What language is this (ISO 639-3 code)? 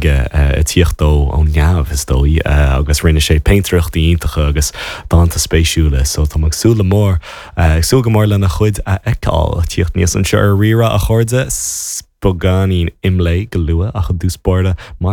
gle